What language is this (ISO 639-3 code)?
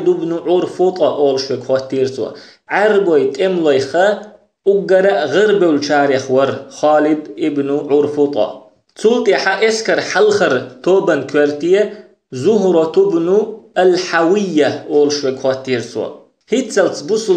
che